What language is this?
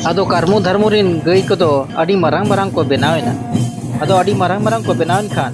Santali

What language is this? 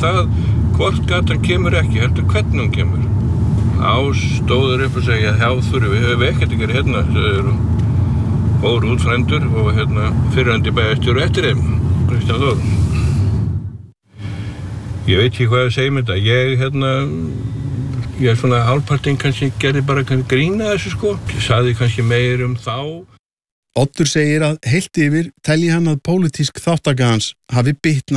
Icelandic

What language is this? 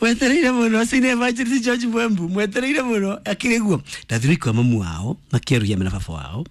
Kikuyu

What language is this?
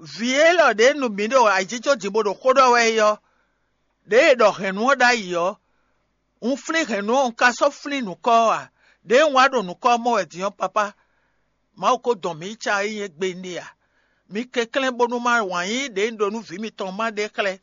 Fon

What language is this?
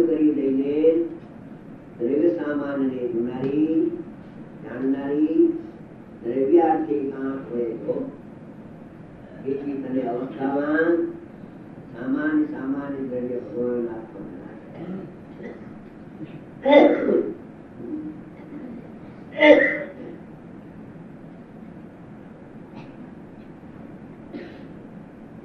Gujarati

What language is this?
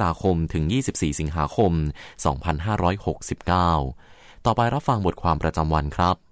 Thai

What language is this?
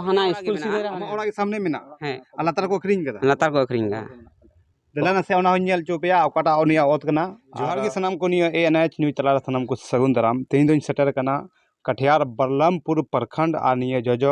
Santali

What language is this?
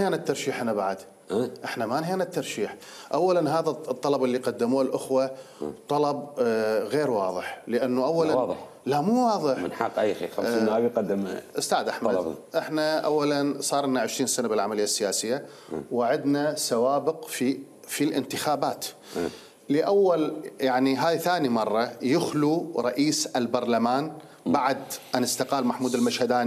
Mesopotamian Arabic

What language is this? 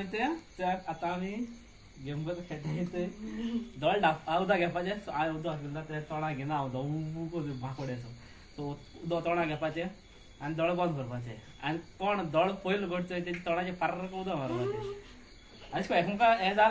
Konkani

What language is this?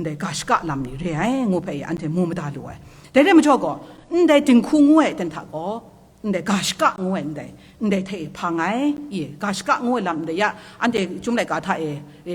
Kachin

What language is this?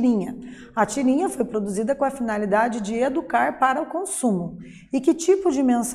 Portuguese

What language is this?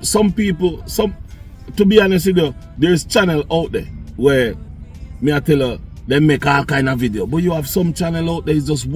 Jamaican Creole English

